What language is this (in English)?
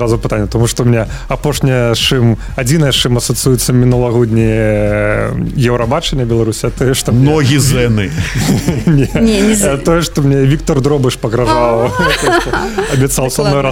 Belarusian